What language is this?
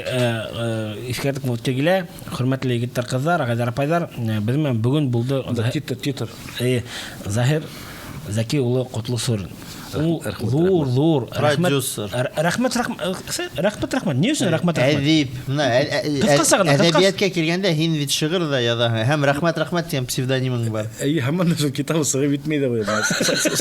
Bashkir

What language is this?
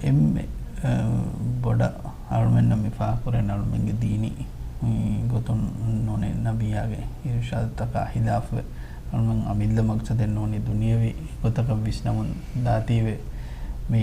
Divehi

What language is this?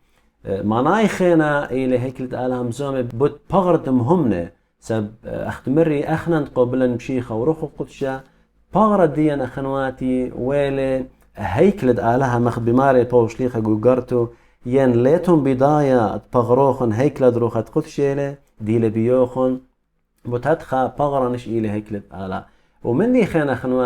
Assyrian Neo-Aramaic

